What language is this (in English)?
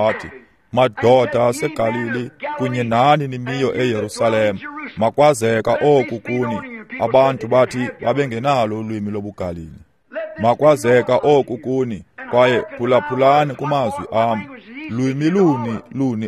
Xhosa